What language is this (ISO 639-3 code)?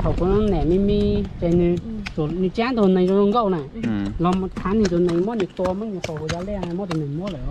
hmn